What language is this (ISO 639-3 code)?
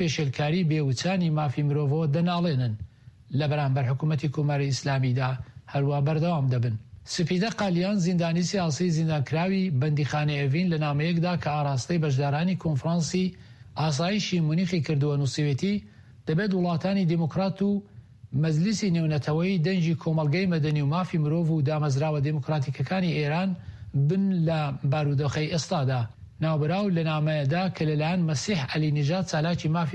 ckb